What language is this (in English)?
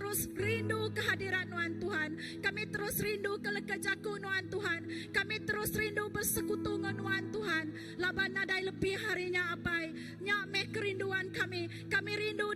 Iban